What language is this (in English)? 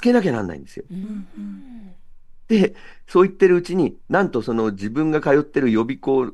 Japanese